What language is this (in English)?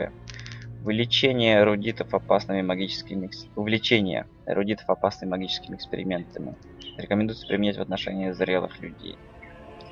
Russian